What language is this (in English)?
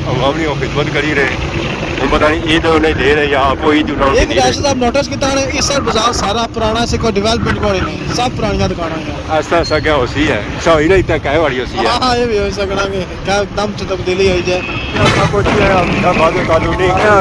Pahari-Potwari